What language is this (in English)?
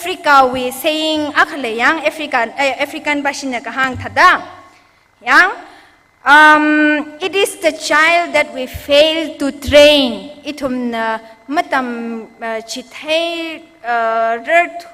Tangkhul Naga (India)